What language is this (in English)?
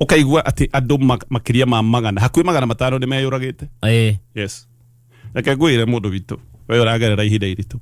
Kikuyu